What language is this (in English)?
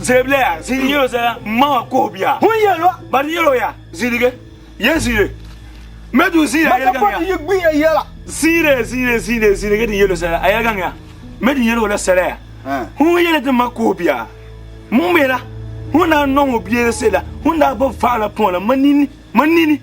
Frafra